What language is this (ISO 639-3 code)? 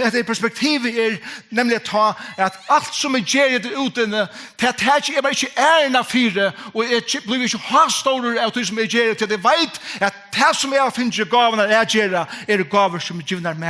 fao